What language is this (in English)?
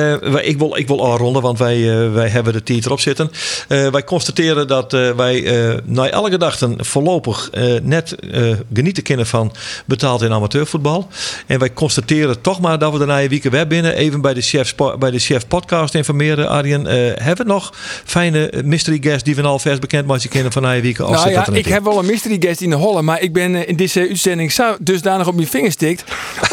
Western Frisian